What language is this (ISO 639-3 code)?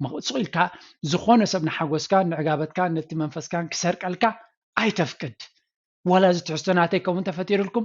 tir